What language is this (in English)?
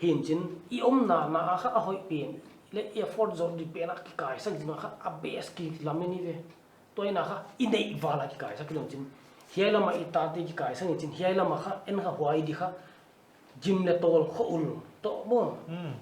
Paite Chin